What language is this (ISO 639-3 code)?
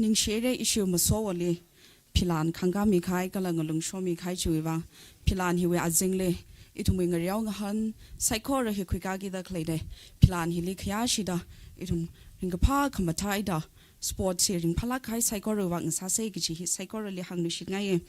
nmf